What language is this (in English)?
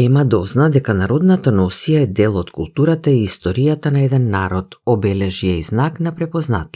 Macedonian